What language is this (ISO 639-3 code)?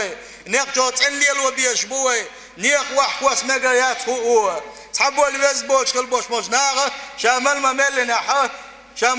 che